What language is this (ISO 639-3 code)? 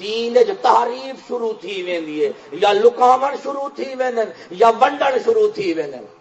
skr